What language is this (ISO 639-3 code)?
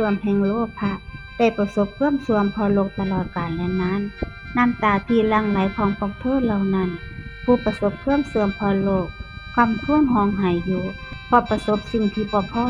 tts